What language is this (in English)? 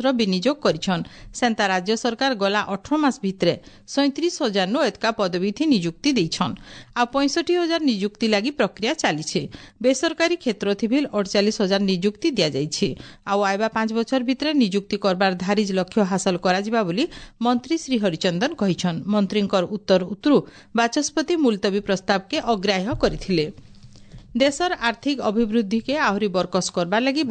Odia